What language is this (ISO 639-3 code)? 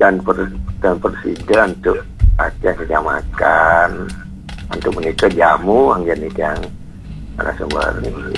ban